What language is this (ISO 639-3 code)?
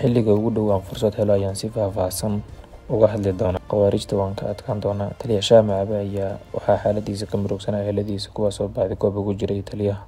som